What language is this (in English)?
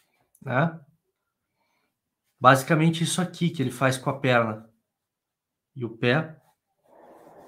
Portuguese